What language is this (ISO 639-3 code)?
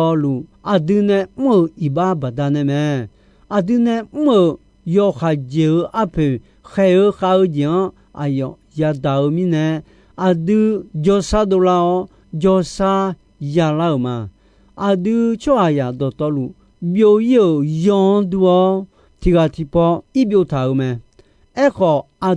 ahk